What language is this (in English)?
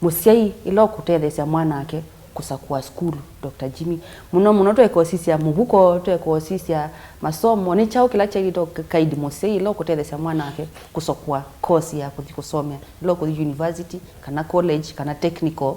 Kamba